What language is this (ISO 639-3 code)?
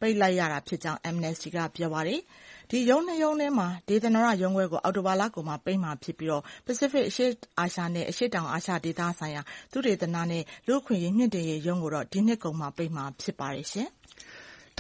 mya